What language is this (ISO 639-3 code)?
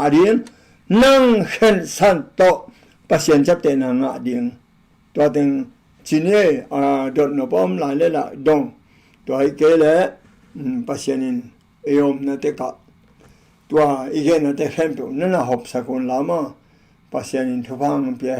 ctd